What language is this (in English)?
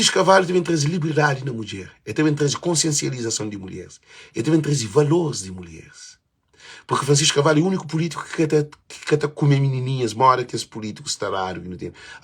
Kabuverdianu